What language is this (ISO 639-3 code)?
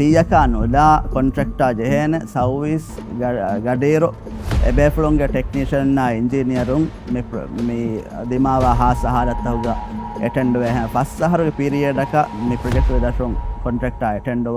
div